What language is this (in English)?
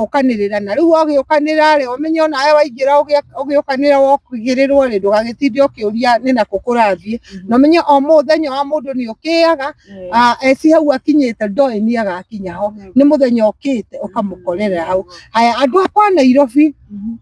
Kikuyu